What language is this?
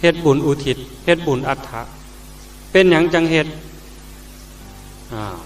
Northeastern Thai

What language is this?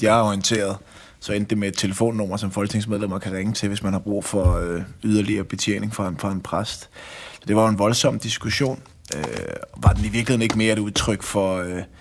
Danish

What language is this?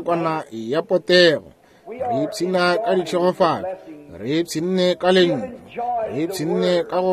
Northern Sotho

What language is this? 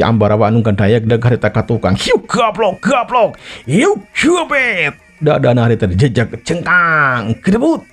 Sundanese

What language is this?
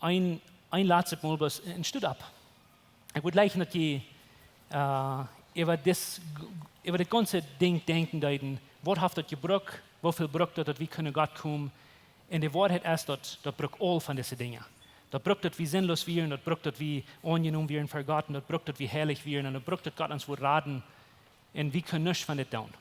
Plautdietsch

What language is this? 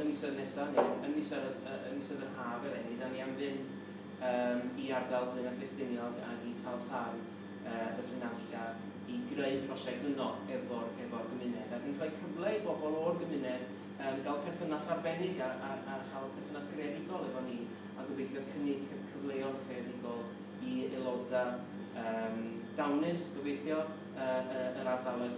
Welsh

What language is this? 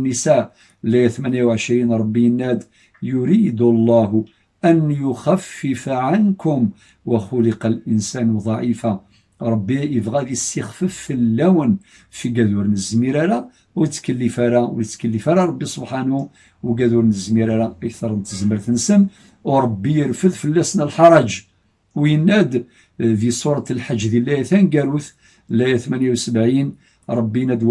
Kabyle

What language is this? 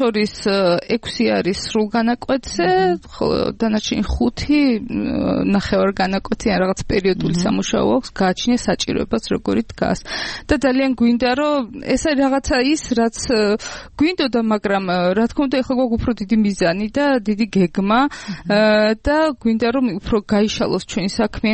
Georgian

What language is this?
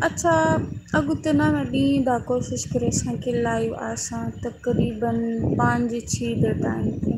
Saraiki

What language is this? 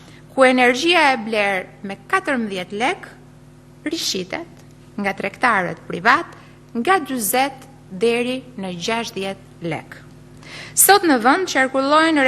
Albanian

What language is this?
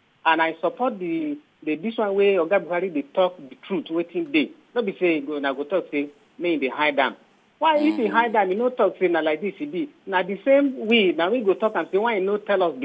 Nigerian Pidgin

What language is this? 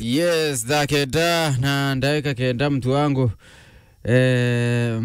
Meru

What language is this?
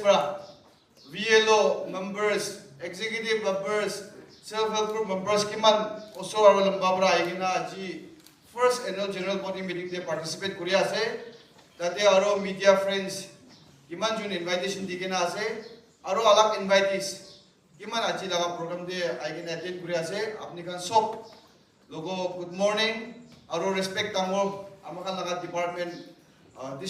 Naga Pidgin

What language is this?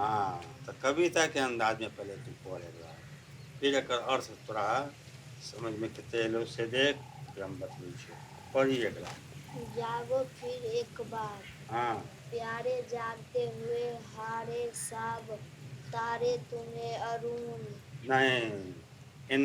Maithili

